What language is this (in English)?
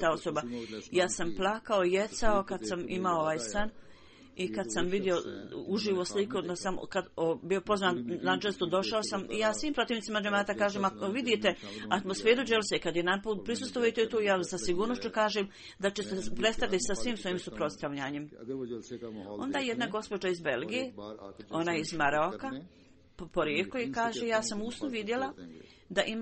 Bosnian